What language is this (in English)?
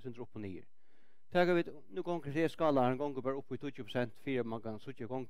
Faroese